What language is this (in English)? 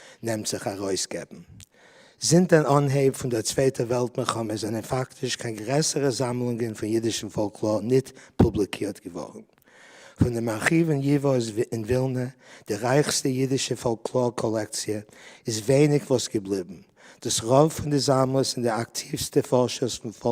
Yiddish